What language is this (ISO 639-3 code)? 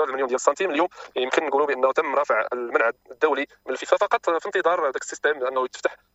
ary